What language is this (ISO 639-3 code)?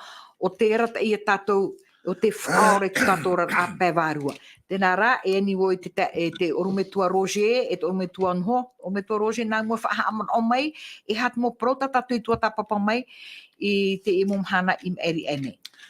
tah